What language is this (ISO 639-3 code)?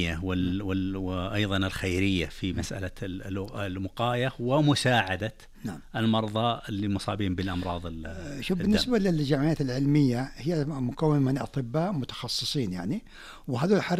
ars